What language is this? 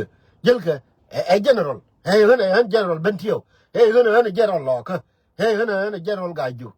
Nuer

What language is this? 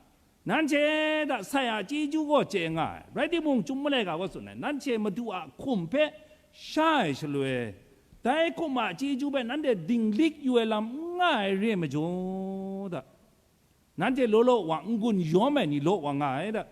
Kachin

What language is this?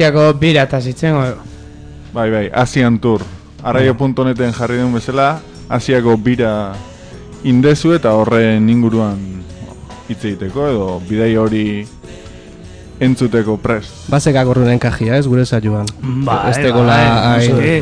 Basque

